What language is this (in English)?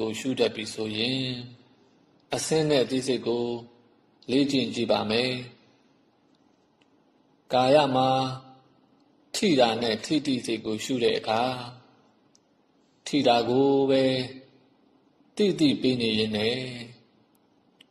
Burmese